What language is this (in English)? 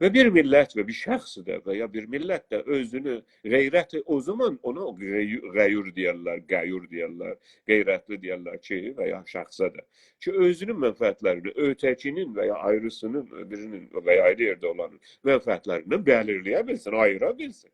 South Azerbaijani